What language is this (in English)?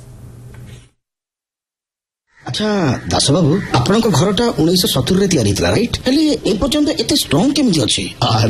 Odia